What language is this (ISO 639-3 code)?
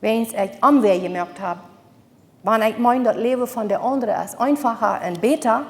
pdt